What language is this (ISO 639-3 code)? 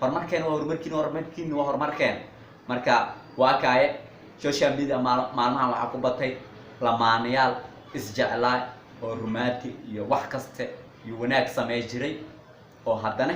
som